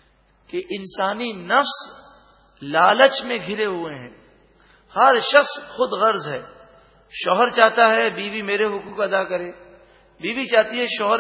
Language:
Urdu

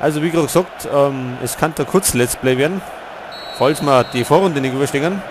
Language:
Bavarian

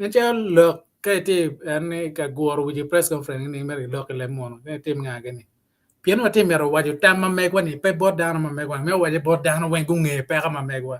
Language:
Acoli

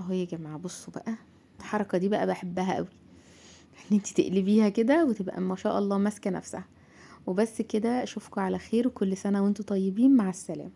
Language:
Egyptian Arabic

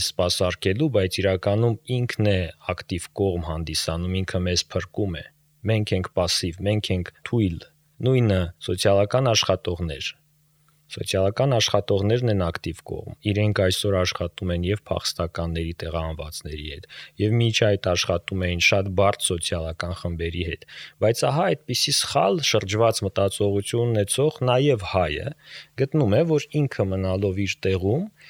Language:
Armenian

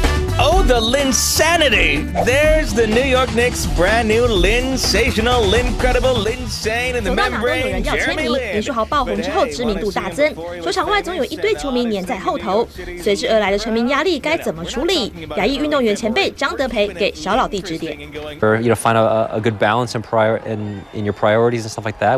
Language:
Chinese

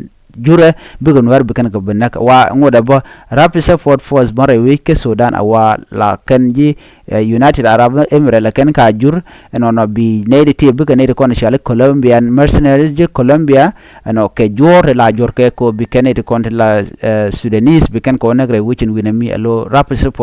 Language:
Nuer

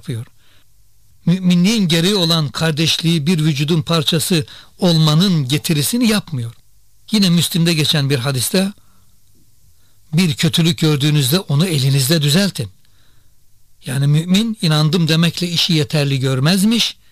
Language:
Turkish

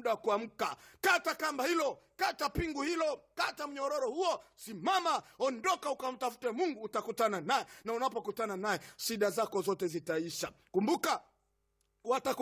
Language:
Swahili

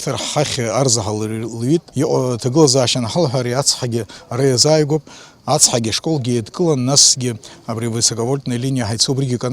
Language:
Abkhazian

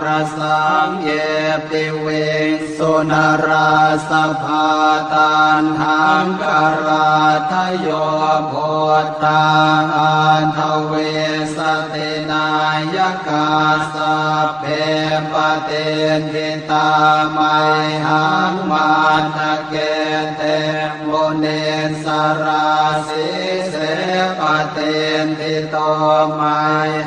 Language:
Pali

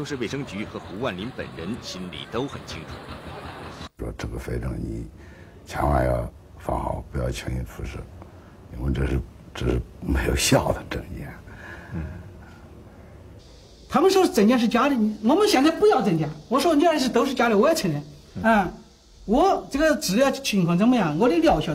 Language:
Chinese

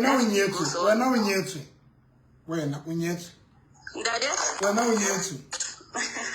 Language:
Southern Sotho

